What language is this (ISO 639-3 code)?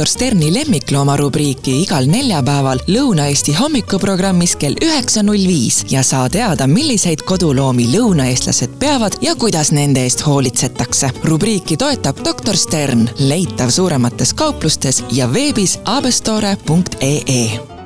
est